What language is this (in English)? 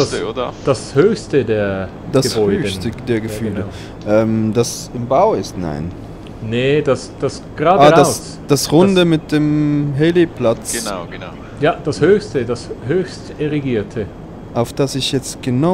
Swiss German